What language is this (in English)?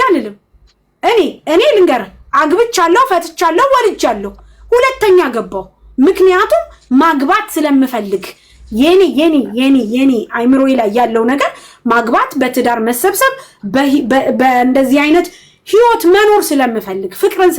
Amharic